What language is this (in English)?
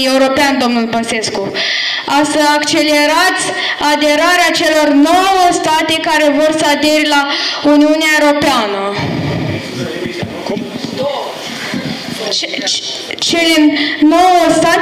Romanian